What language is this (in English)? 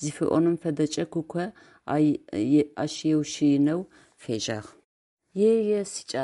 Adyghe